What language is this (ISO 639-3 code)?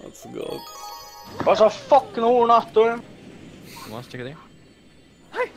fao